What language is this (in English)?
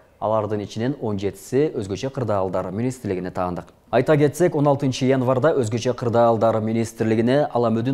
Kyrgyz